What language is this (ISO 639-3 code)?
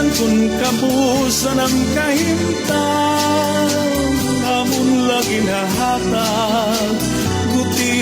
war